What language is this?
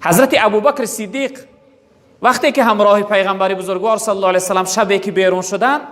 Tajik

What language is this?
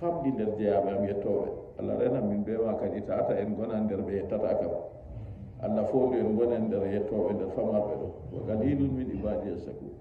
Nigerian Fulfulde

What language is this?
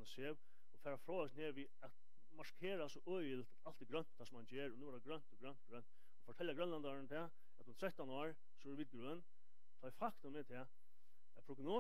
Faroese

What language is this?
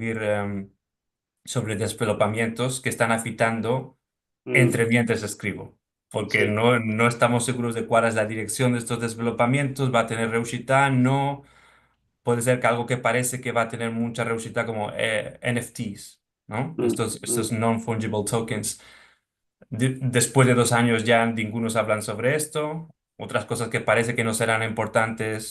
Ladino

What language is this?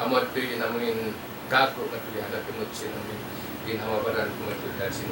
Tausug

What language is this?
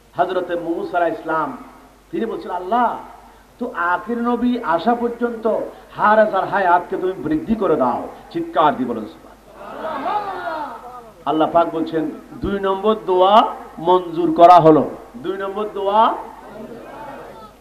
Bangla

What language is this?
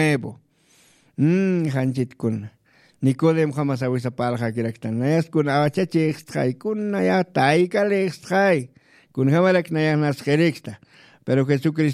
Aymara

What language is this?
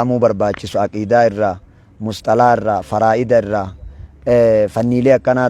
Oromo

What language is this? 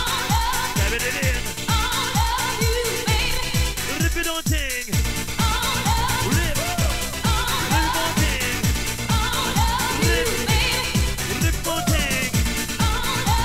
English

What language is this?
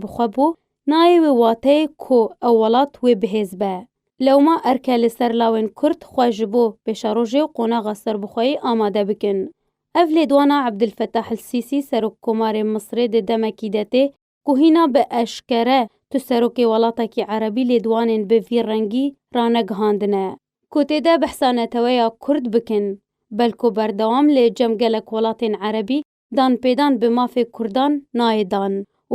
Kurdish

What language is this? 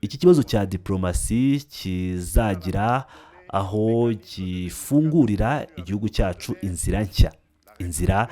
Kinyarwanda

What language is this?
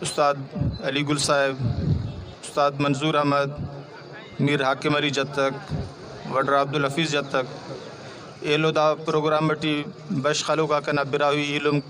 Brahui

